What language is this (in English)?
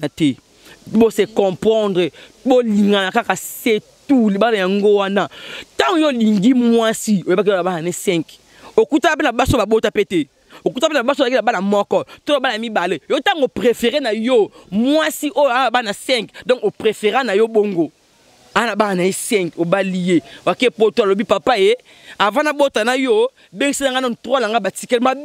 Lingala